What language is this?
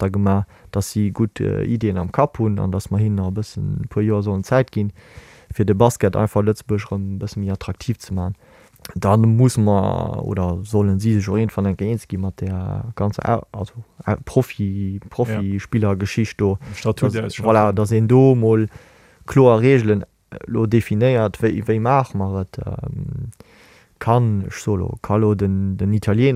Luxembourgish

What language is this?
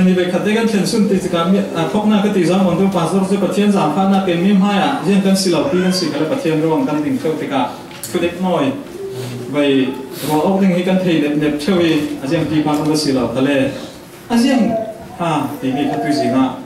Falam Chin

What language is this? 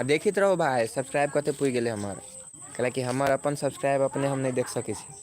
Maithili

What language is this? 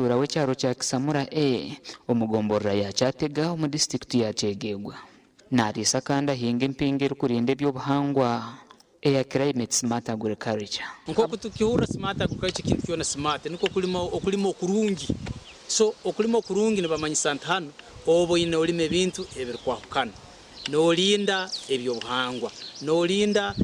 Nyankole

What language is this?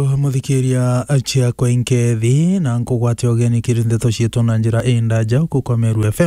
Meru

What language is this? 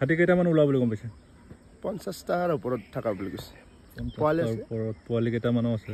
Assamese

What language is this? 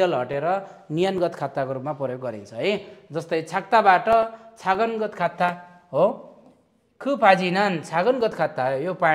Nepali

